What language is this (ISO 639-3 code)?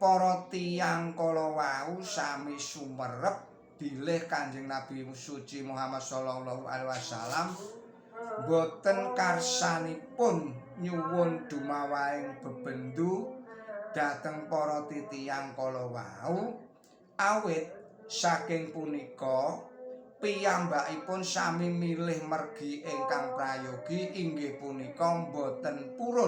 jav